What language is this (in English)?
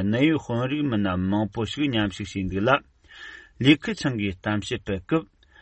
Tibetan